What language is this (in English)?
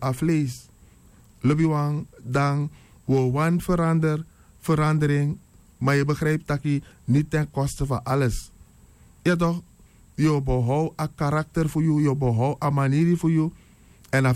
Sranan Tongo